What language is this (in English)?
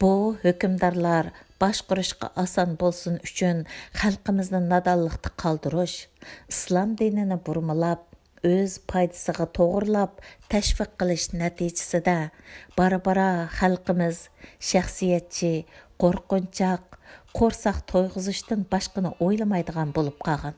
Uyghur